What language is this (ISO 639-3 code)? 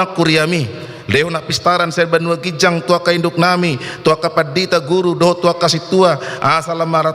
bbc